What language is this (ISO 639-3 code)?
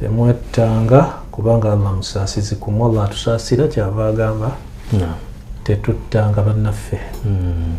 lug